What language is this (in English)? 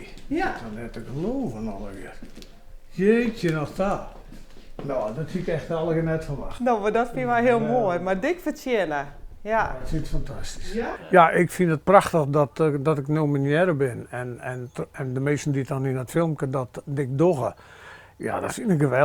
Western Frisian